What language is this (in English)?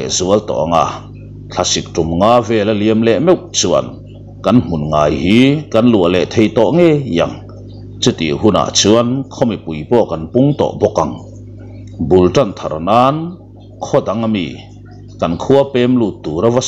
Mizo